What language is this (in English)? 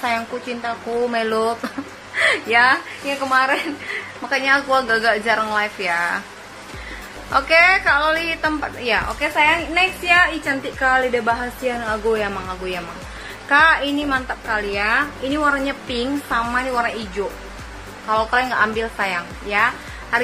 Indonesian